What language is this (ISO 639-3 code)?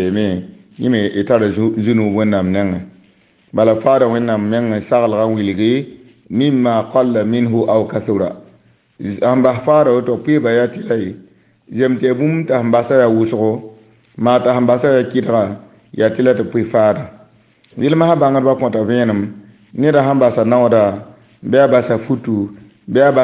mos